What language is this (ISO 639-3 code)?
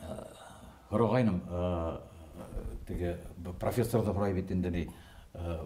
bak